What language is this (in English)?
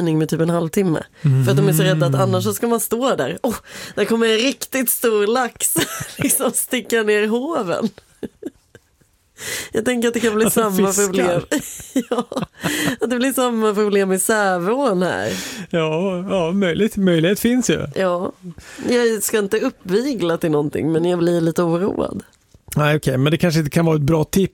Swedish